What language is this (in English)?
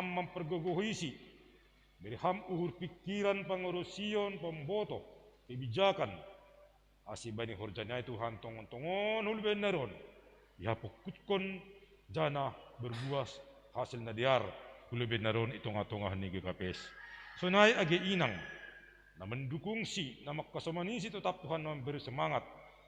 Batak Simalungun